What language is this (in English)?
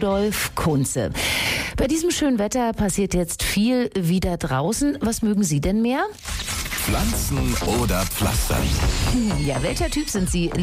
German